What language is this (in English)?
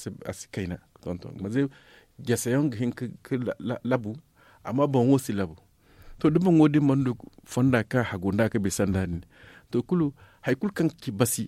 Zarma